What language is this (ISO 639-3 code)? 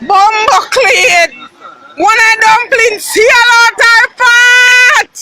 jam